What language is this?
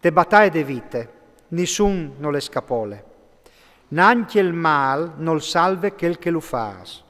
Friulian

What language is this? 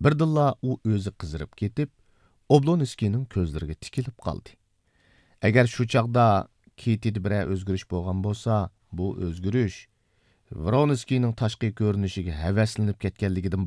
Uyghur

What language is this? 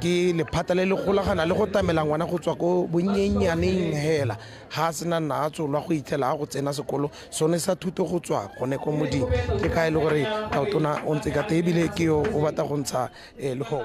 Tswana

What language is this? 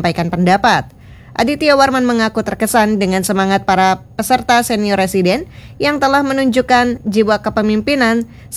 Indonesian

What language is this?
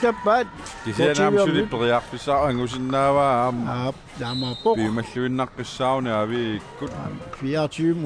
Kalaallisut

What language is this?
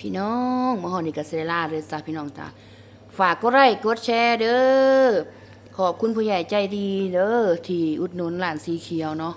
Northeastern Thai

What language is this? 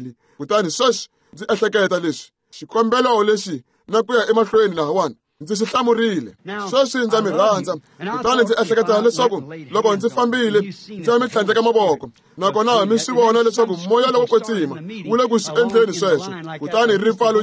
Tsonga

